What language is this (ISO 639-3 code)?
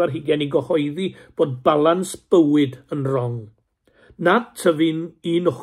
cym